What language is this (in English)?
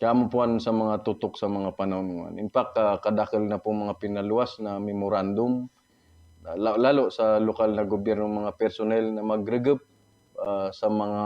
Buhi'non Bikol